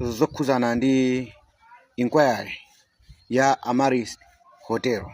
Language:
Nyanja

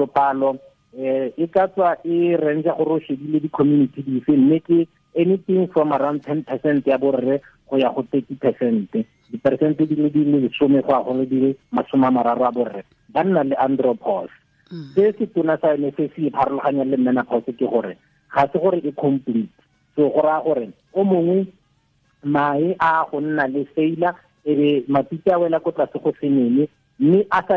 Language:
Tswana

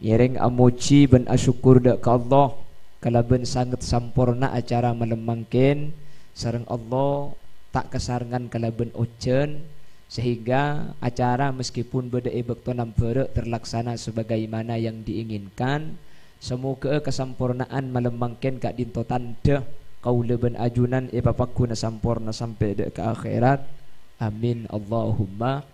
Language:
Madurese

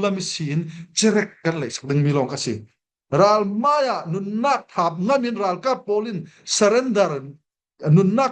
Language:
Falam Chin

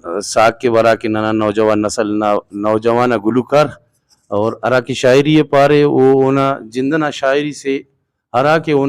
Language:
Brahui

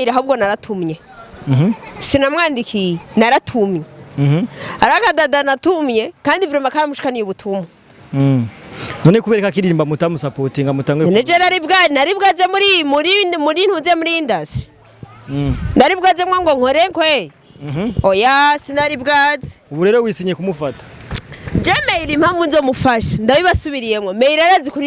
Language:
Rundi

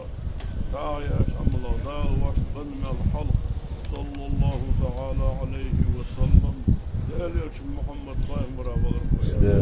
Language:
Ingush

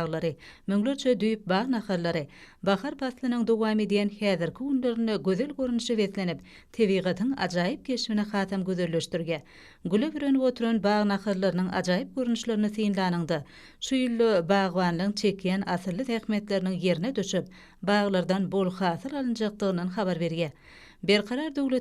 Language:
Turkmen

